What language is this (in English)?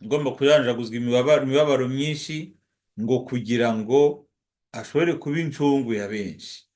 Kinyarwanda